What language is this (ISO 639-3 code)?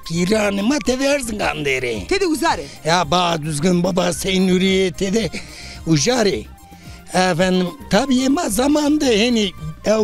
zza